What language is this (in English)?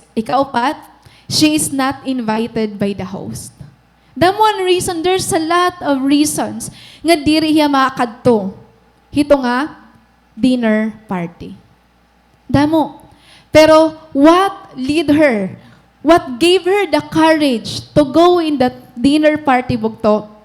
Waray